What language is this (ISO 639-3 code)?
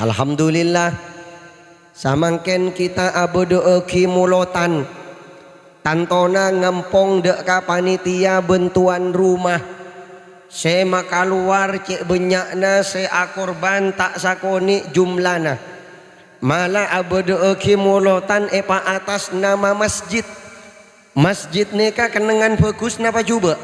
mad